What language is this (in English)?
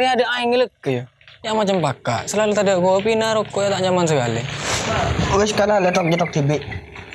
Madurese